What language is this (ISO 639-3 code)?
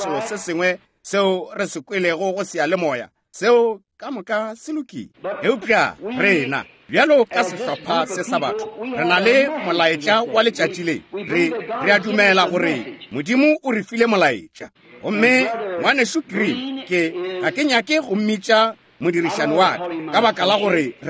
nso